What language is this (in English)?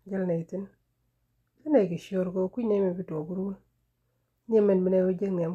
Nuer